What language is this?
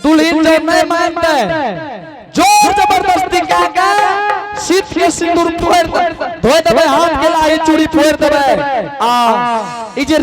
Angika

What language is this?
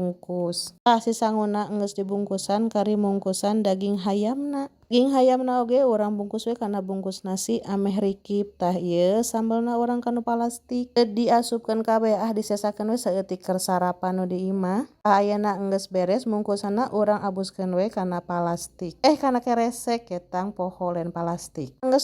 Sundanese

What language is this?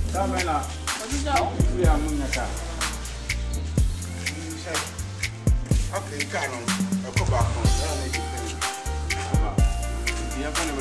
Akan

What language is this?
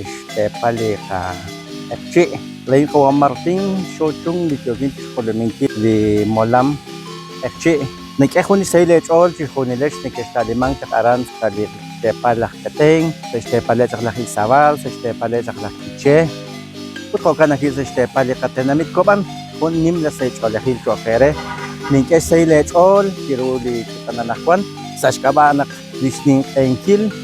Kekchí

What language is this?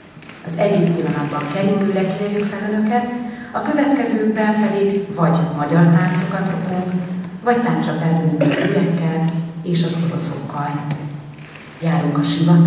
Hungarian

